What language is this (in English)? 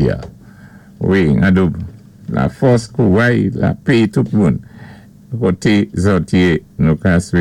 Saint Lucian Creole French